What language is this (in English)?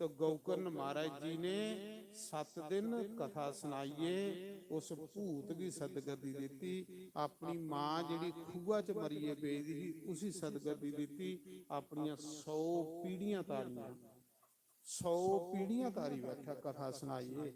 Dogri